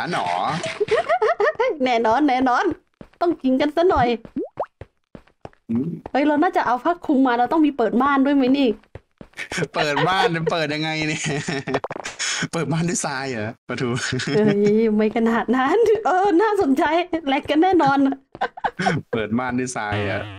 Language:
Thai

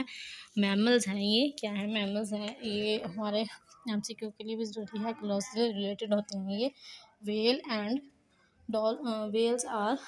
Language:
Hindi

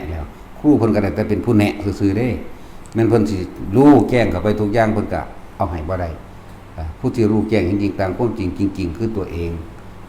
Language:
Northeastern Thai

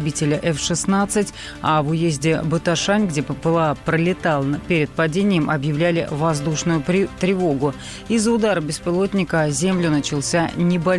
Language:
Russian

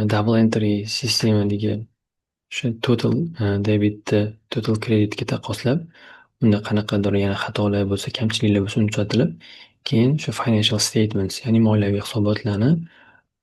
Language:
Uzbek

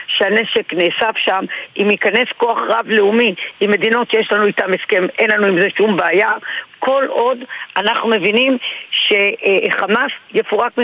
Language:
Hebrew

